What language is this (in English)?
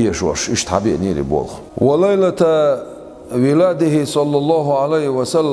Chechen